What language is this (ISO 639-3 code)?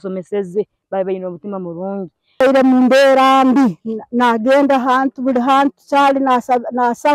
nyn